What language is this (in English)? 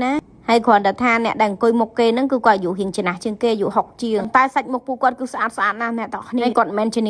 Khmer